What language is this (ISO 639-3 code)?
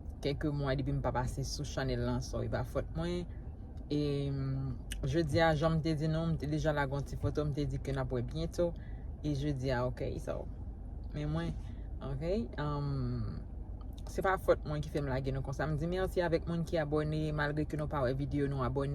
hat